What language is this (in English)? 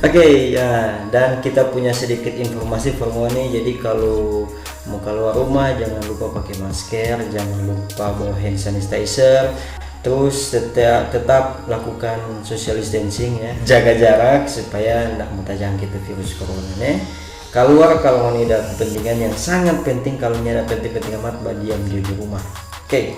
Manado Malay